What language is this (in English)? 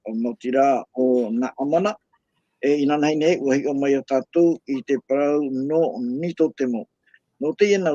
Tahitian